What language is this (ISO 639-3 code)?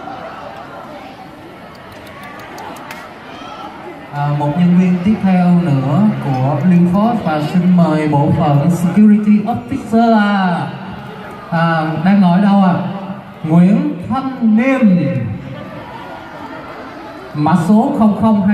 vie